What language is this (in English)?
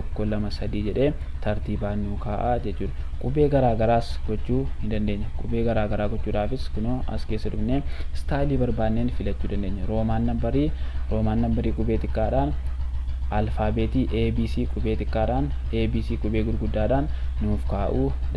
Oromo